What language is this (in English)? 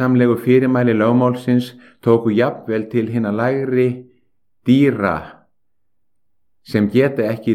Icelandic